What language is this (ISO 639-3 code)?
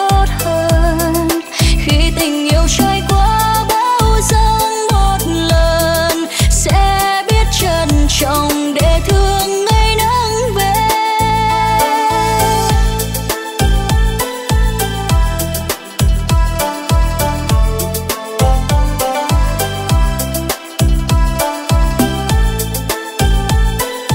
vie